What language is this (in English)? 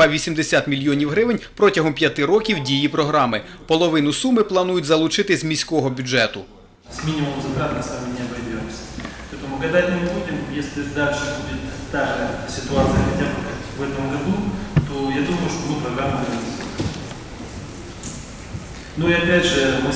Ukrainian